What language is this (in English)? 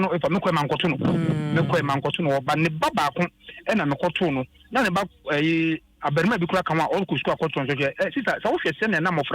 Akan